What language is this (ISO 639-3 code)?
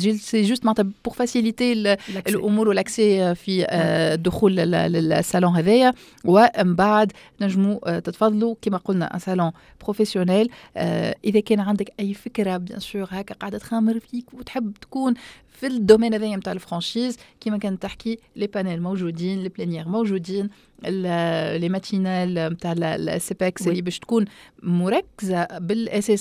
aeb